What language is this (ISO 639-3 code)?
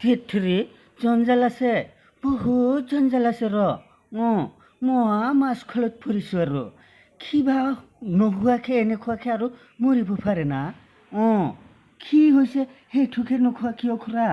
asm